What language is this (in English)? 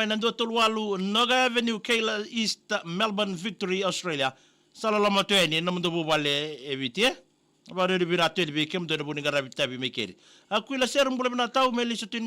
Fijian